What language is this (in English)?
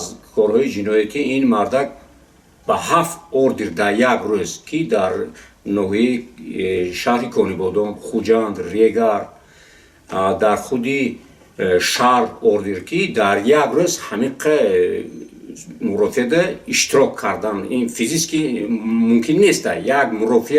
Tajik